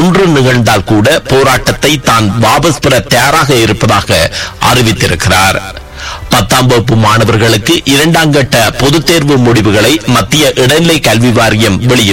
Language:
Tamil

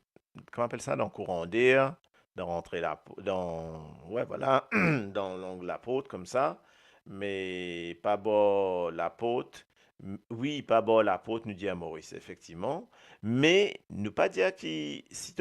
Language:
Morisyen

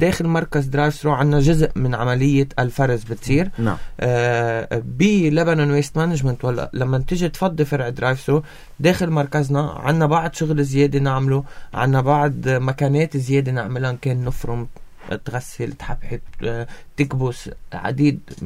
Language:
North Levantine Arabic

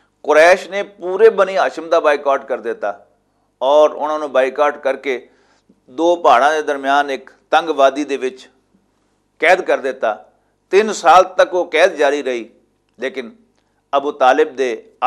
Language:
Western Panjabi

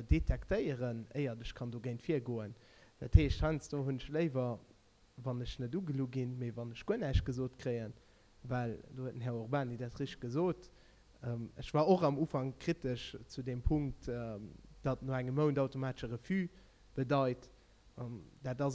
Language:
Luxembourgish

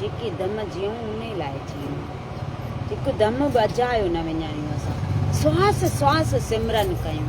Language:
Sindhi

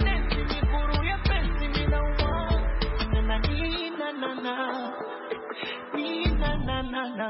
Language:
Swahili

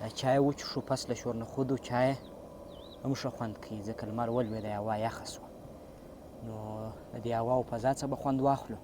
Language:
Pashto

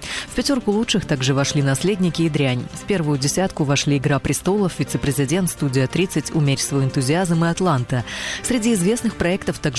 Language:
Russian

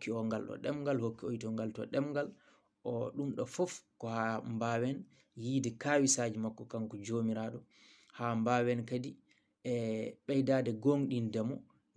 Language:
Fula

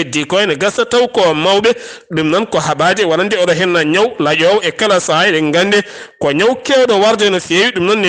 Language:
Fula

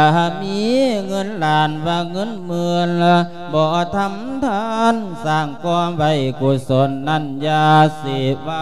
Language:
Lao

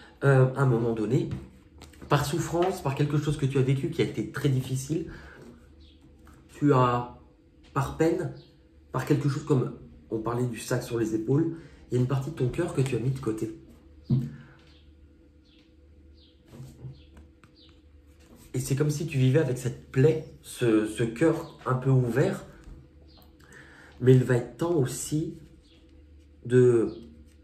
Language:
French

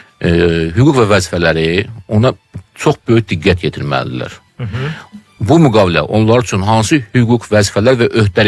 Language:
Azerbaijani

